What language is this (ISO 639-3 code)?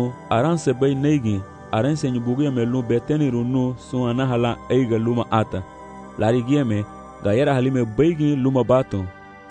cab